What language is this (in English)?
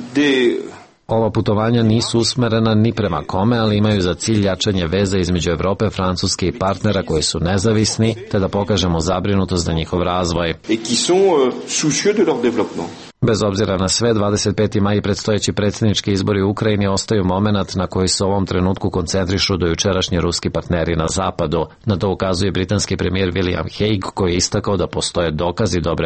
Serbian